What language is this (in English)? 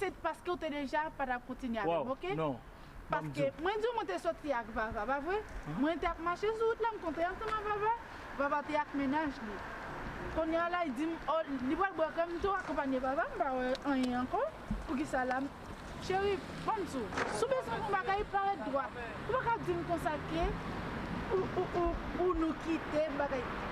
Haitian Creole